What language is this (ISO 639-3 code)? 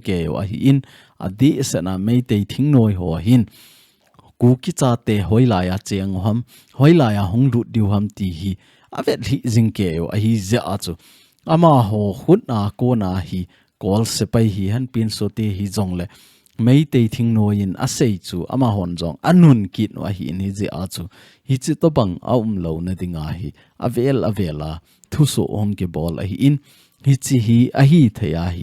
tcz